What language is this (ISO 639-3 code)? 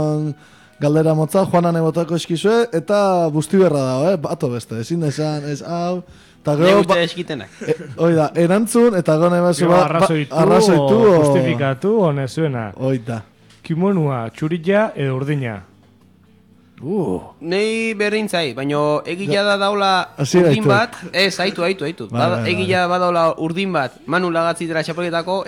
eus